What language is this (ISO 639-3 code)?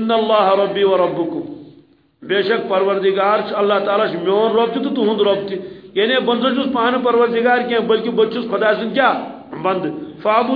kas